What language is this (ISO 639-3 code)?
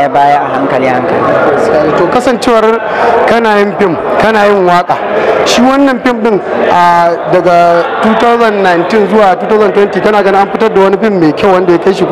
hau